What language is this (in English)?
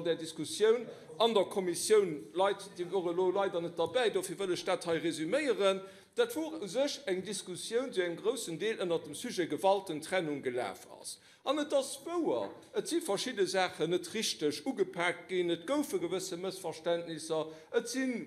Luxembourgish